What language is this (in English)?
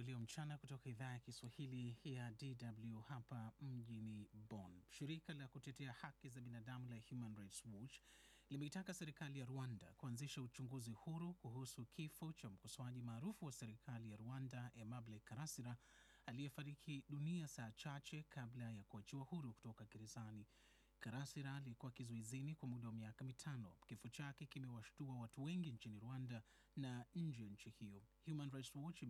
Swahili